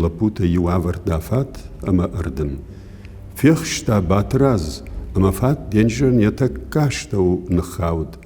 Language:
Ossetic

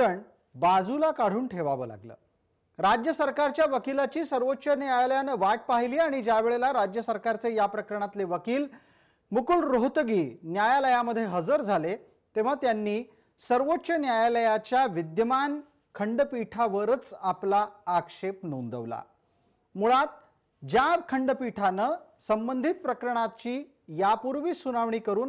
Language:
Marathi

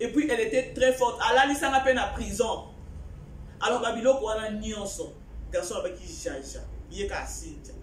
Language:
Lingala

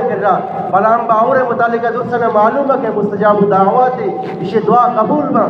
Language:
Eastern Balochi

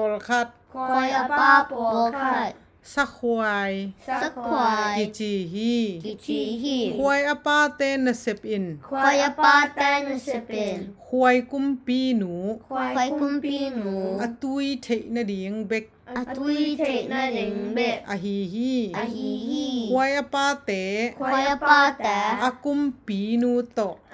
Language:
Tedim Chin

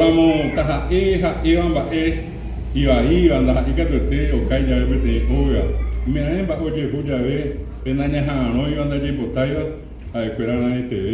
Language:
Guarani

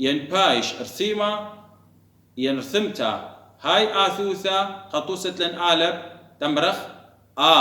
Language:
Assyrian Neo-Aramaic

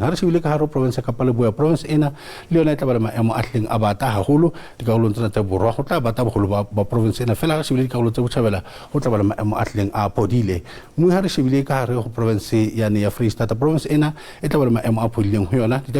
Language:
Southern Sotho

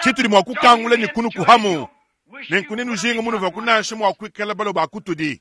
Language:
Luba-Lulua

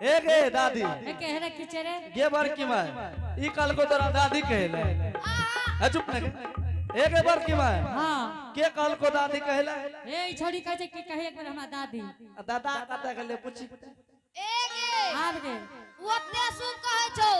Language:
Angika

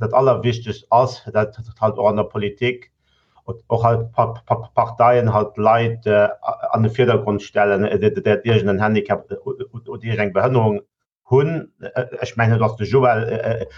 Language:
Luxembourgish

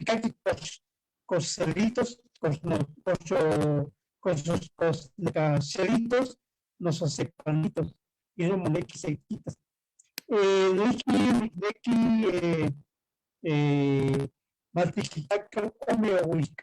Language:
Eastern Huasteca Nahuatl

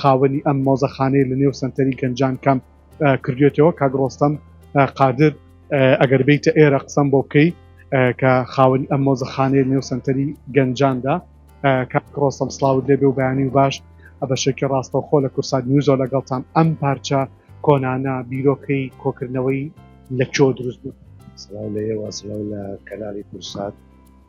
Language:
Central Kurdish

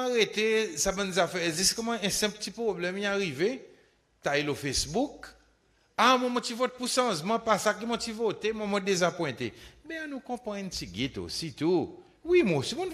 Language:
Seselwa Creole French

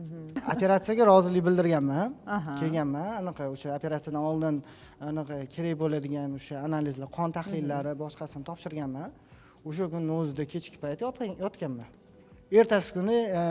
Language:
Uzbek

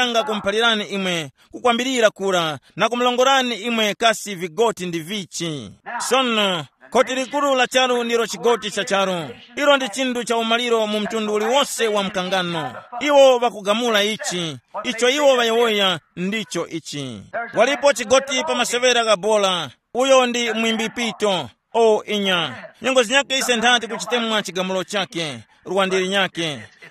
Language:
Tumbuka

